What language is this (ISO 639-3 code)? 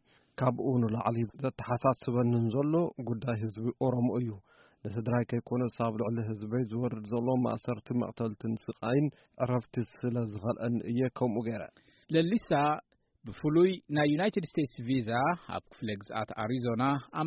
tir